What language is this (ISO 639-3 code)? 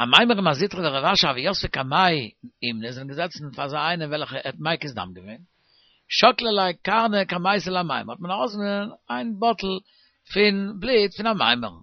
yid